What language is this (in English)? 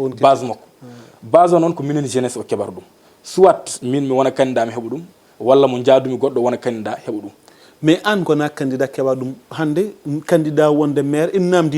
Fula